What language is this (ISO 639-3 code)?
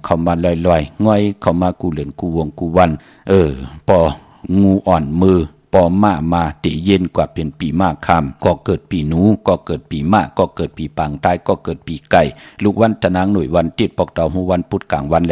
shn